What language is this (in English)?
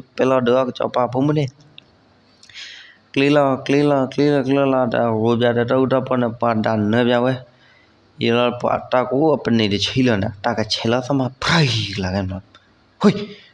S'gaw Karen